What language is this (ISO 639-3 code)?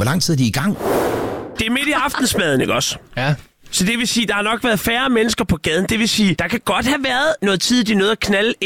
dan